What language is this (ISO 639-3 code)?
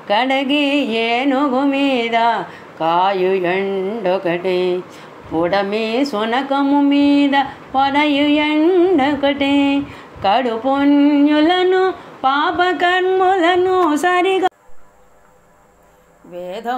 tel